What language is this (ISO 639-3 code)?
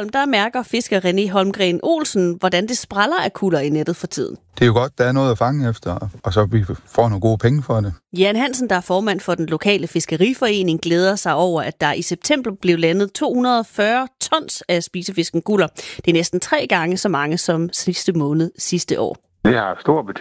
dan